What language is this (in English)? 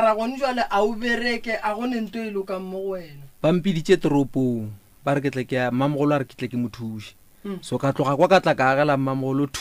Northern Sotho